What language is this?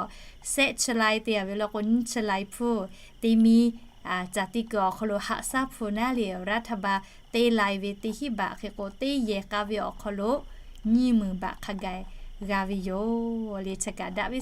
Lahu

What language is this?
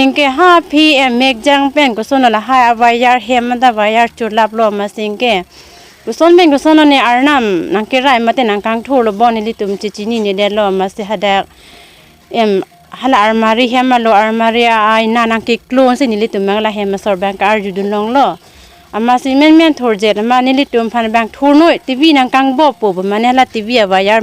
Karbi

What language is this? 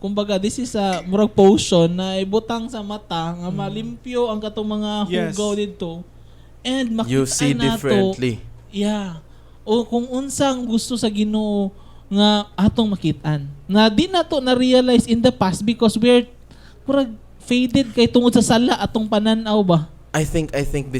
Cebuano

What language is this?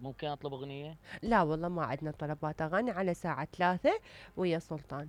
Mesopotamian Arabic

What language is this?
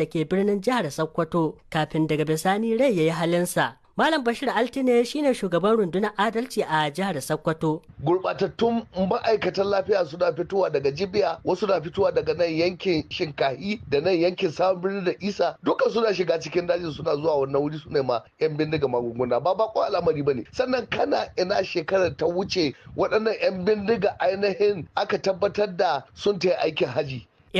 Hausa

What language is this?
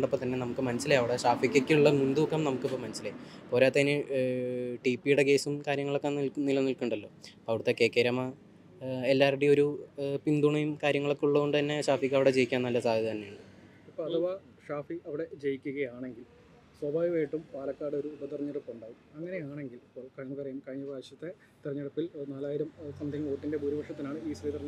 Malayalam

